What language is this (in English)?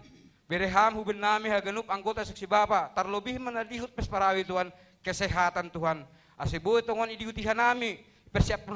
Batak Simalungun